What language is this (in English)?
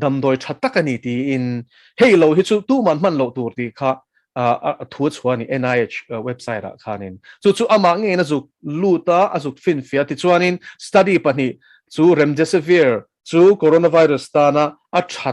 Mizo